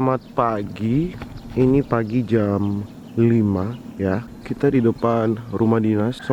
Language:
Manado Malay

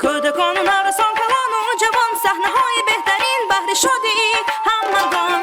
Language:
Tajik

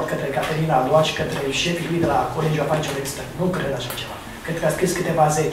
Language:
Romanian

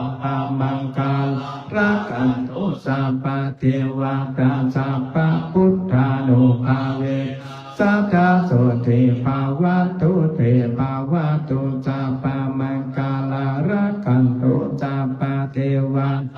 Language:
Pali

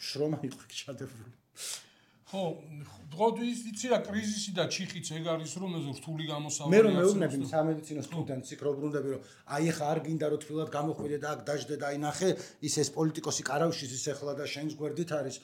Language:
Georgian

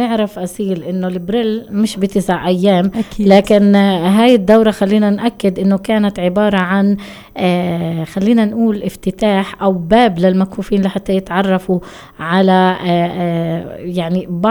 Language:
North Levantine Arabic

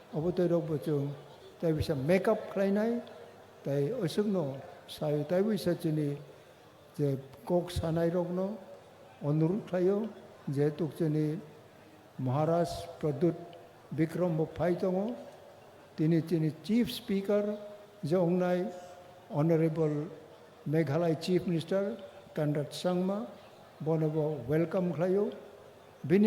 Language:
Kok Borok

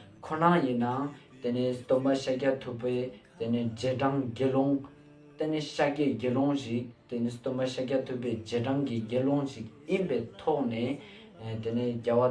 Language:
Ladakhi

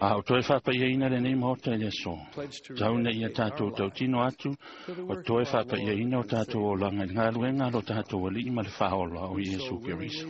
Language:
Samoan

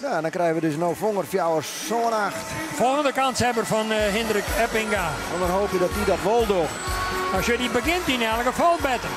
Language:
Western Frisian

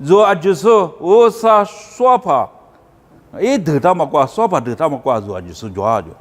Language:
Lisu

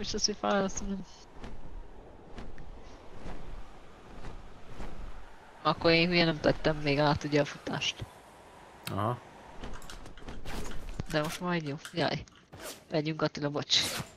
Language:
Hungarian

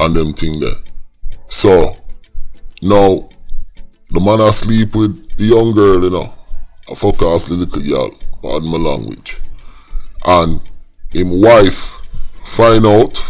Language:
Jamaican Creole English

